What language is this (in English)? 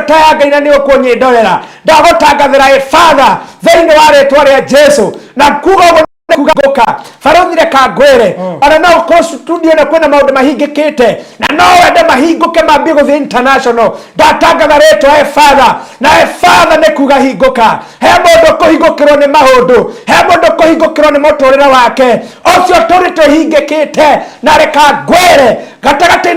Kikuyu